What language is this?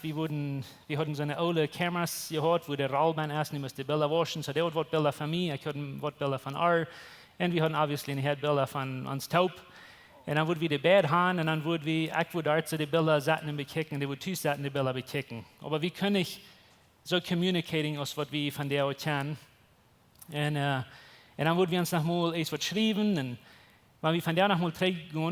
Plautdietsch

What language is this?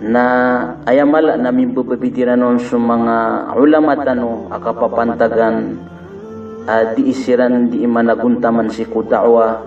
Maranao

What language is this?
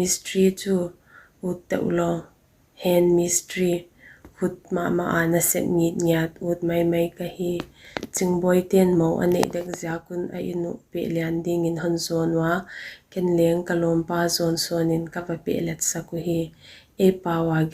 Paite Chin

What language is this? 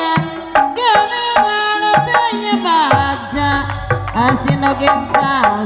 Sundanese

